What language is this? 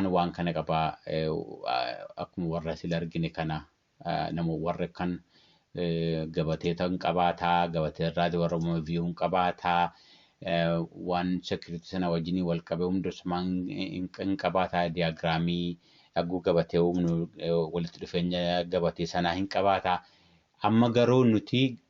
Oromo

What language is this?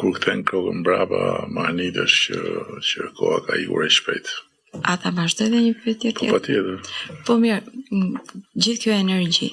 Albanian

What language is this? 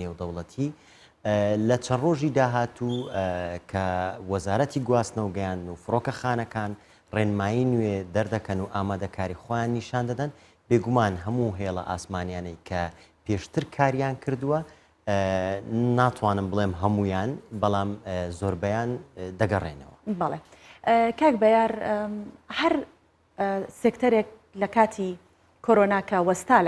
Central Kurdish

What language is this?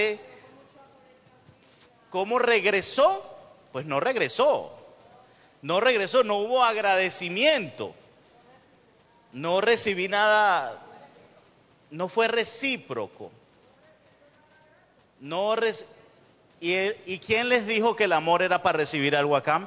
Spanish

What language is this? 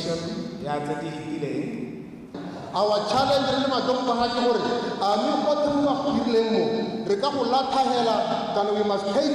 Tswana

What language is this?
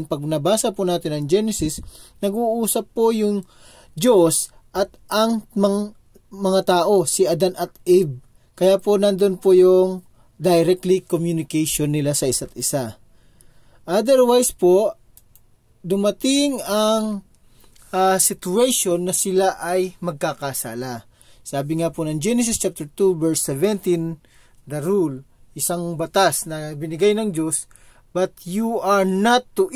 Filipino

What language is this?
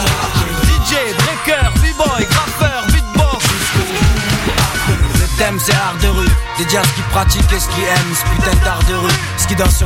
French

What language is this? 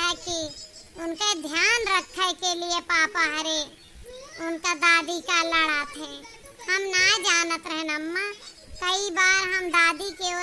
Awadhi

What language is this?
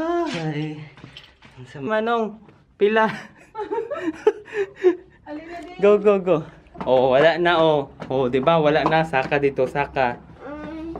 Cebuano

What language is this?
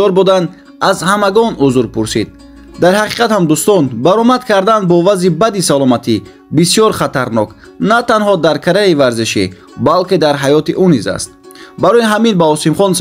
Tajik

